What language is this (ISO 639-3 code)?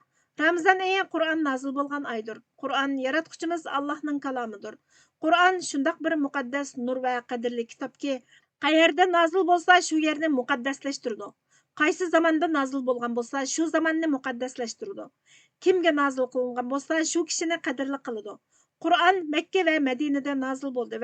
uig